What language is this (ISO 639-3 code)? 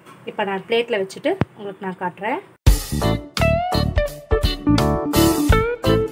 tam